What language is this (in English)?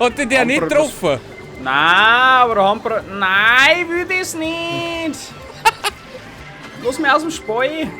Bavarian